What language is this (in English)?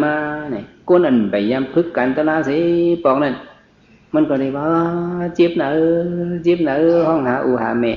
Shan